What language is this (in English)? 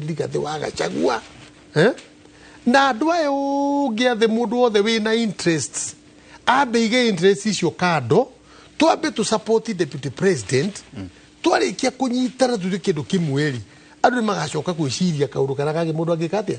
Kikuyu